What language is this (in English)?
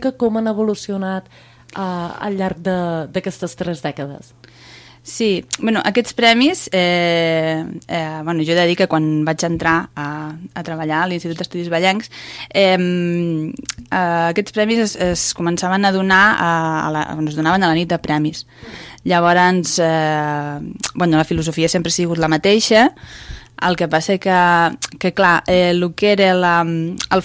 Catalan